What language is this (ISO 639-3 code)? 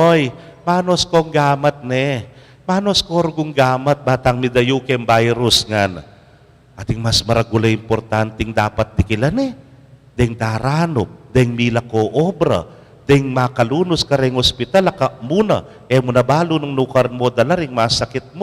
pam